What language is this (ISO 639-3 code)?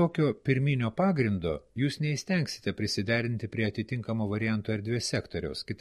lit